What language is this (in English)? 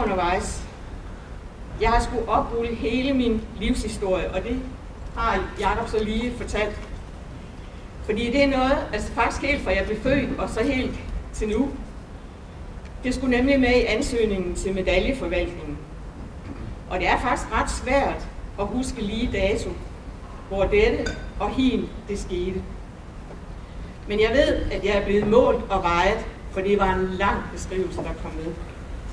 Danish